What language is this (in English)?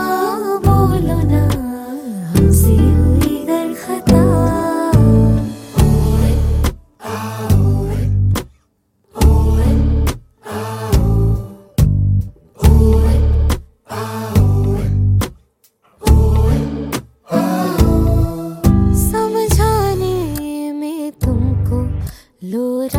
Hindi